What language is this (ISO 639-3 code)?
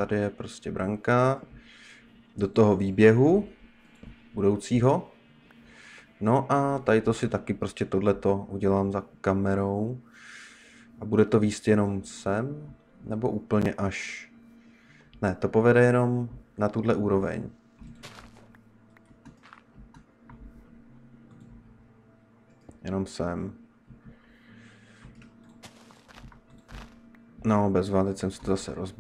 ces